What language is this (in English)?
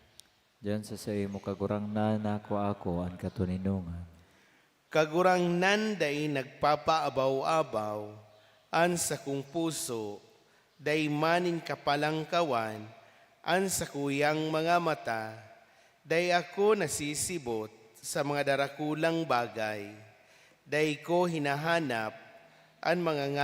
Bikol